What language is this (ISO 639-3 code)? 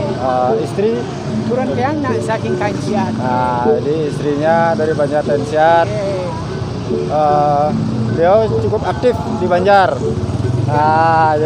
ban